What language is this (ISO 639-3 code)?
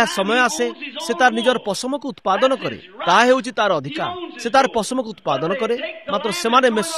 ori